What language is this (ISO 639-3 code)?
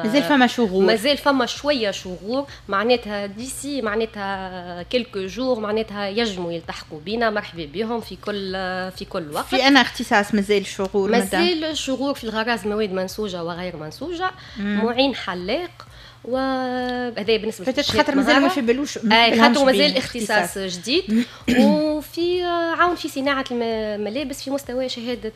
aeb